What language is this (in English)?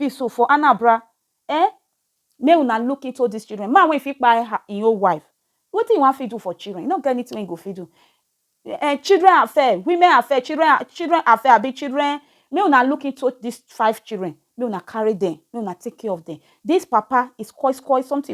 Nigerian Pidgin